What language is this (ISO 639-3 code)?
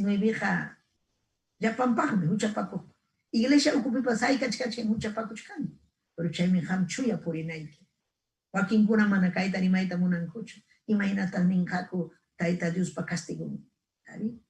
quy